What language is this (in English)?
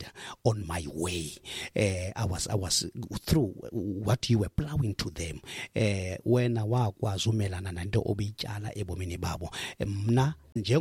Xhosa